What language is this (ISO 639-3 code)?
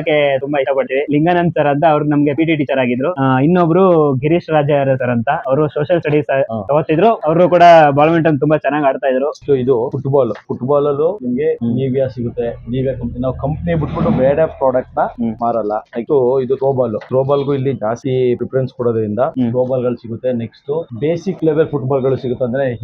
kan